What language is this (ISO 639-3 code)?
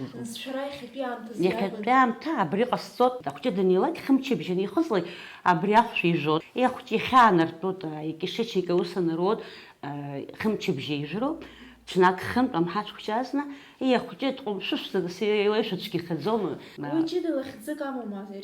abk